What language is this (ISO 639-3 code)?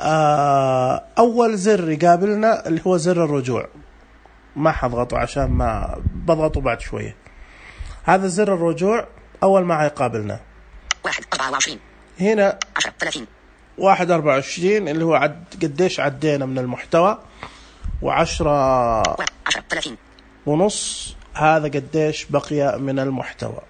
ars